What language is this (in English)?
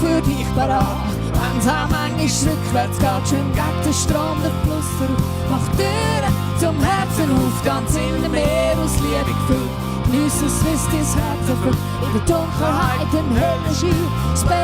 Swiss German